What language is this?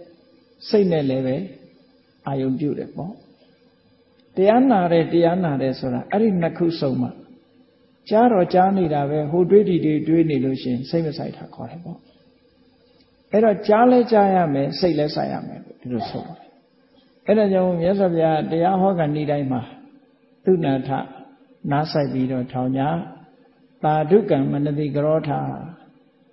Burmese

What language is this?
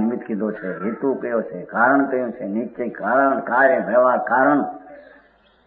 Gujarati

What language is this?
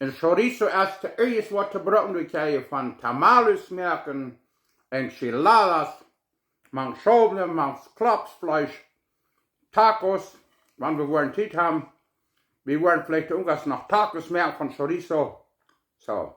Plautdietsch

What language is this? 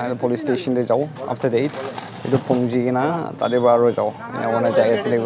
Naga Pidgin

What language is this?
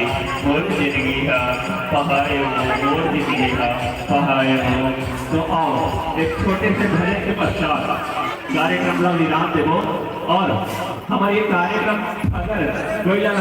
Chhattisgarhi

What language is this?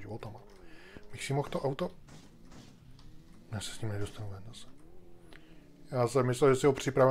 Czech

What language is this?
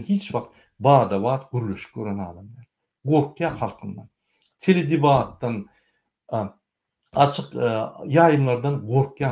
Turkmen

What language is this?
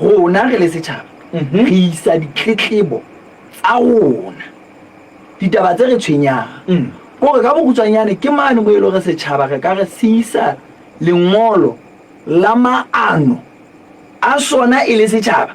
Southern Sotho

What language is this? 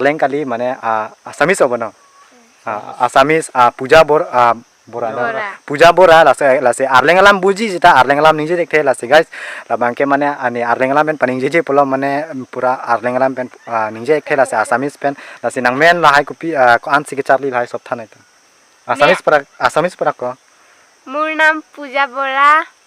Karbi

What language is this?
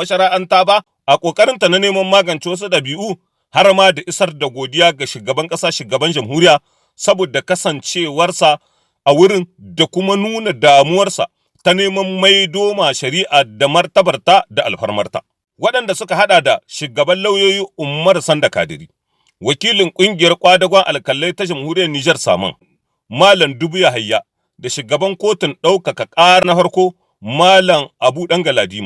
Hausa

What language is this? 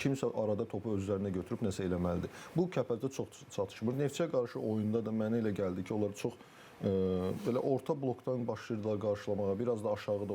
Azerbaijani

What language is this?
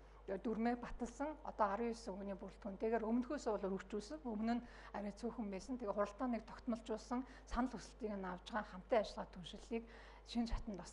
Mongolian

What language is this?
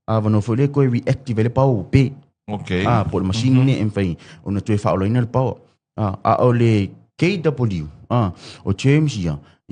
Samoan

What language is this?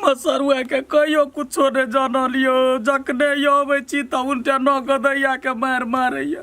Maithili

